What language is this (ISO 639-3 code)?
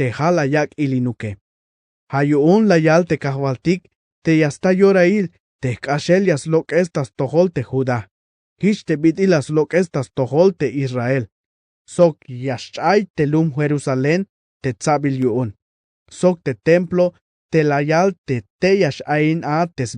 tzh